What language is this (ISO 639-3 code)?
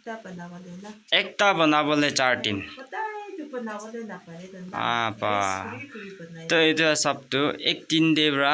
nag